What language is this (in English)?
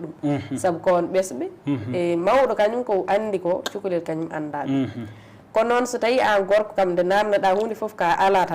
Fula